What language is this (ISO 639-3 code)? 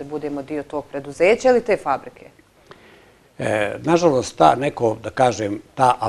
bos